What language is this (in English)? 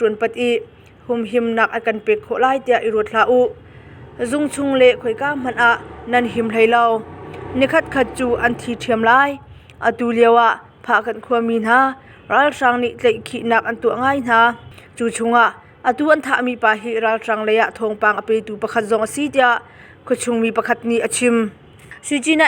Hakha Chin